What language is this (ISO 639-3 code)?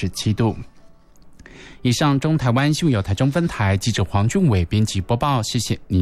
zho